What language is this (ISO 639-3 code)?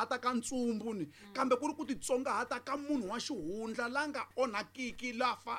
tso